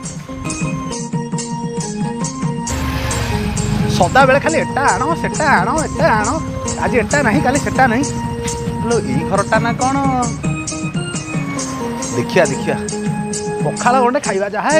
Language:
Odia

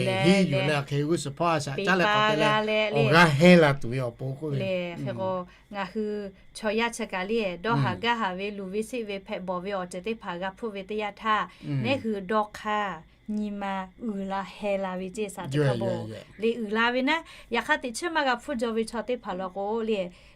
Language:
Lahu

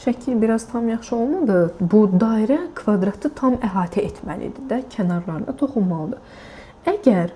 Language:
Azerbaijani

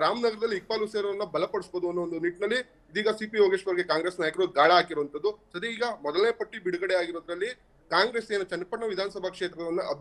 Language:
Kannada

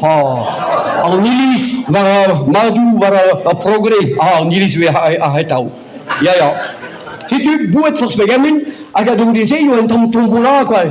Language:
Breton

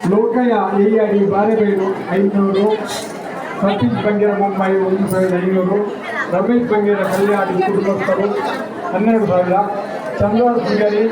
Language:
Tulu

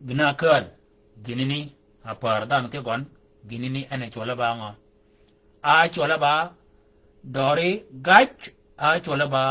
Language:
Shilluk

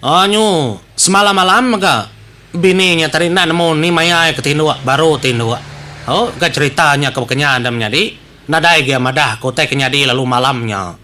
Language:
Iban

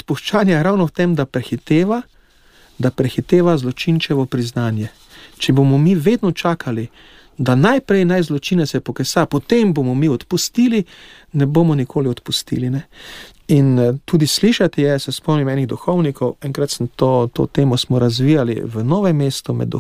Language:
Slovenian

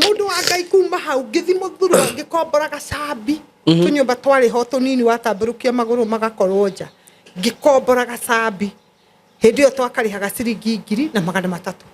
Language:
Kikuyu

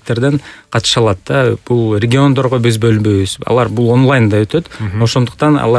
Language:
Kyrgyz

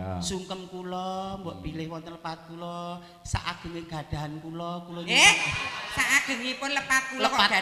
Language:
Javanese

